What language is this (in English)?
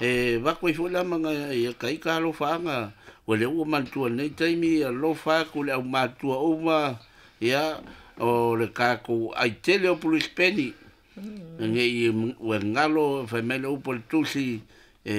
Samoan